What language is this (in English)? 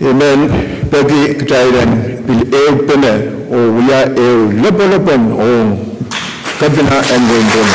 Pohnpeian